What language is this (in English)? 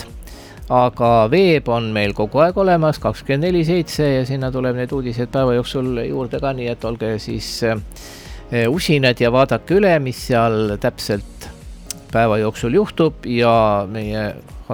Estonian